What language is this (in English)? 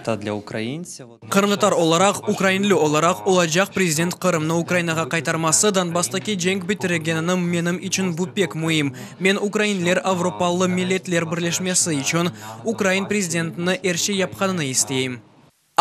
Crimean Tatar